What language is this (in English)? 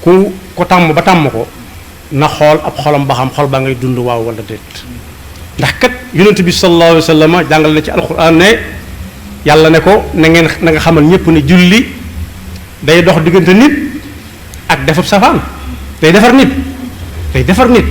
Wolof